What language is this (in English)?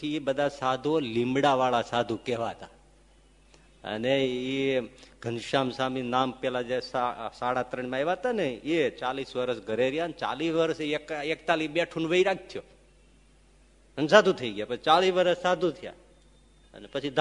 Gujarati